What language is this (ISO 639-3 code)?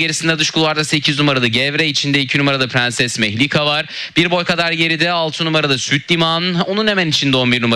tur